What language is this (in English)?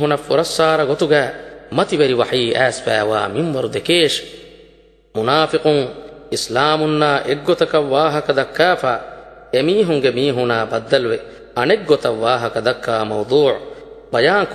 Divehi